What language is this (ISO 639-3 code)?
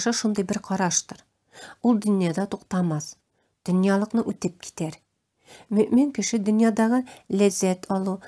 tat